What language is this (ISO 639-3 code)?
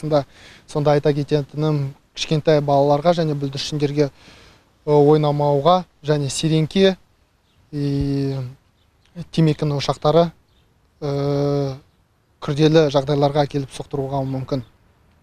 kaz